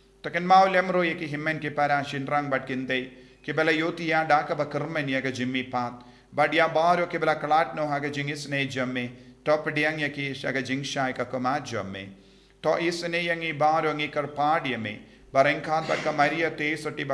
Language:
Khasi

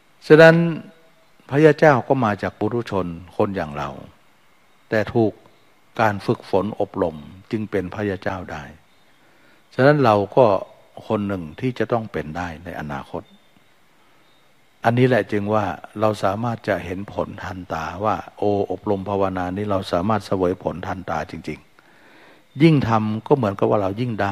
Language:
Thai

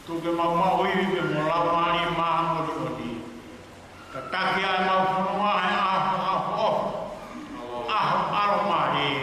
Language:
Tongan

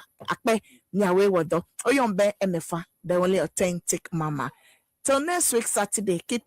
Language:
Ewe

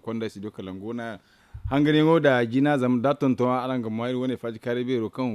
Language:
Zarma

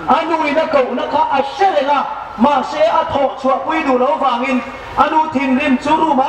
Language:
Hmar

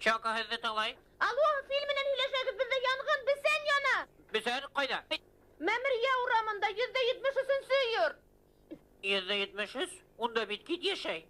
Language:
Bashkir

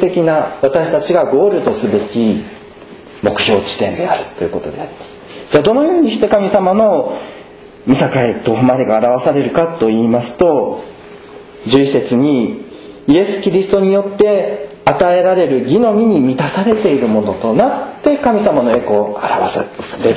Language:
Japanese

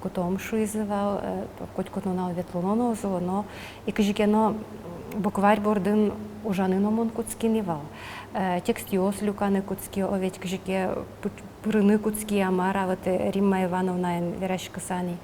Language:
Udmurt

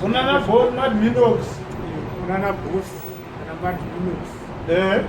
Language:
Shona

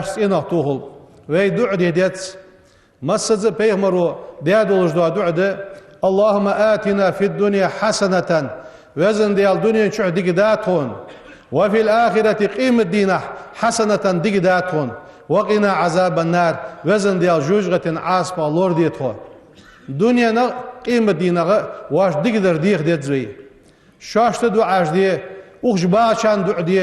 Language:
Ingush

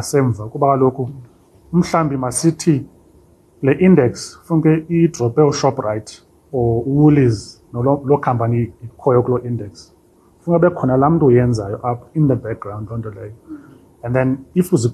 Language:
Xhosa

